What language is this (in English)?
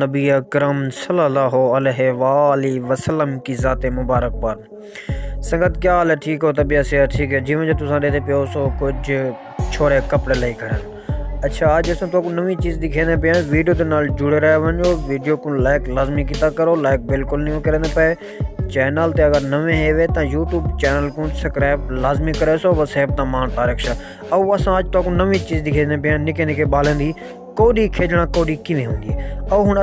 Saraiki